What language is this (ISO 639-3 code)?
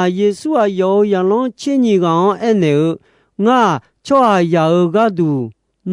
ahk